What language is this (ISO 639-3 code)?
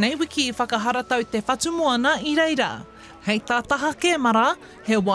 mri